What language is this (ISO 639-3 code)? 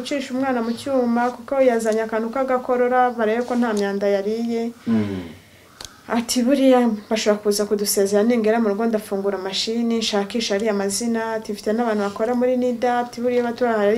kin